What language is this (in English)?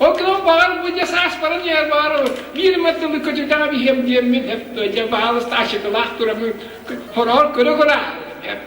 Yakut